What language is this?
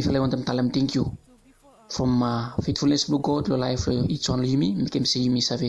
Bislama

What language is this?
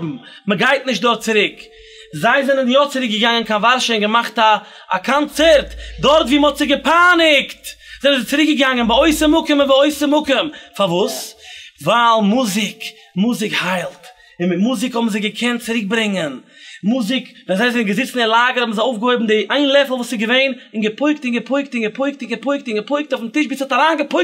Yiddish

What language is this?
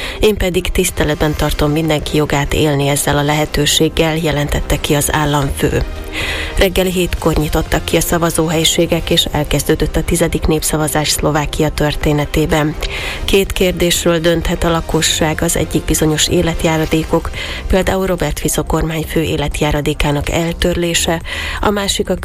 Hungarian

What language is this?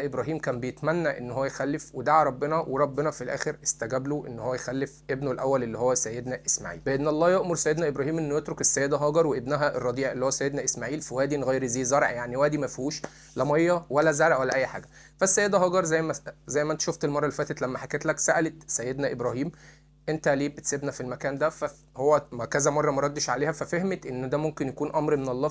Egyptian Arabic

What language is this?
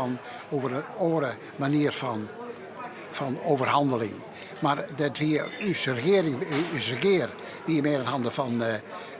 Western Frisian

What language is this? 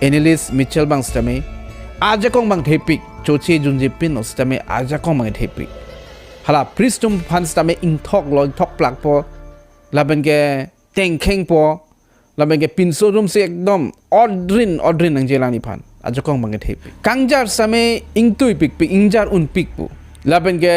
Karbi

